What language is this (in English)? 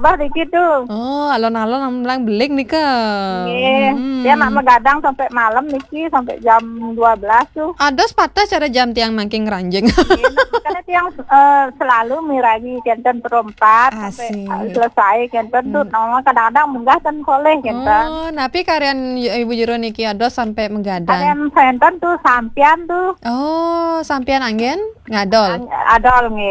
Balinese